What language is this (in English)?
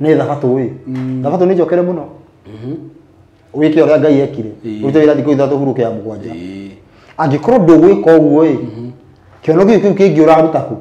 Kikuyu